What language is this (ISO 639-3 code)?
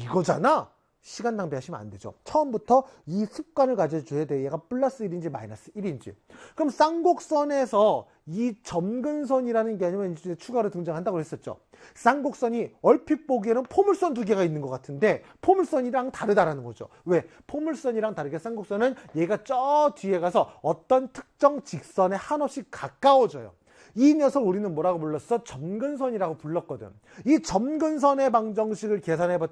kor